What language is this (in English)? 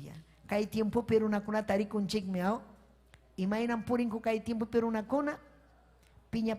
Ayacucho Quechua